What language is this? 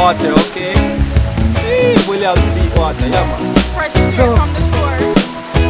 Jamaican Creole English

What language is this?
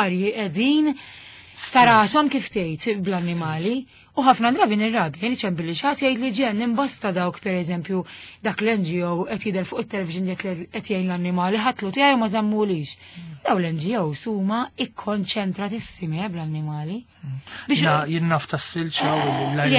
Maltese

